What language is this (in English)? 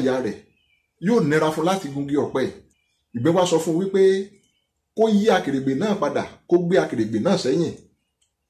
Yoruba